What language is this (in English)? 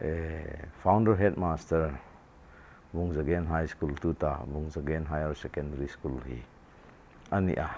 Hmar